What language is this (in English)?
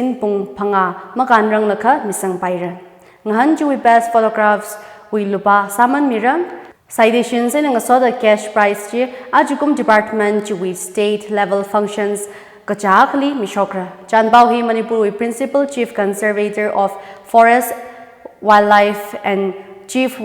Tangkhul Naga (India)